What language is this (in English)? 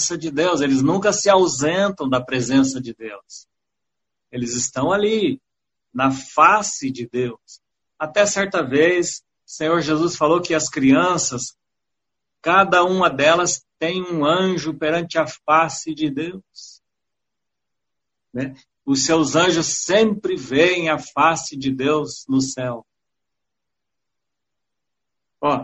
Portuguese